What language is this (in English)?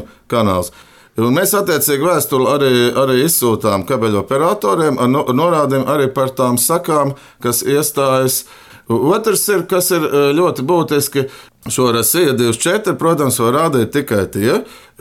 Latvian